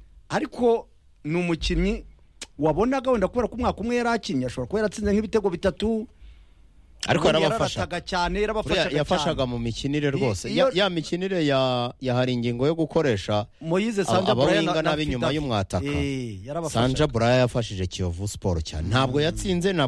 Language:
Kinyarwanda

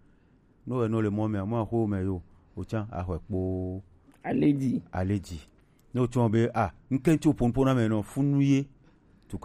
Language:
Gen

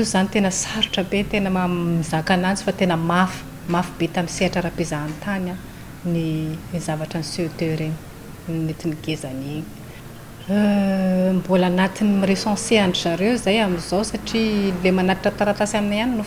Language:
Malagasy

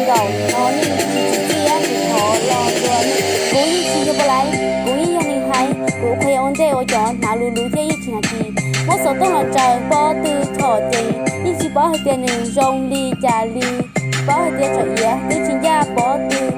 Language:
Hmong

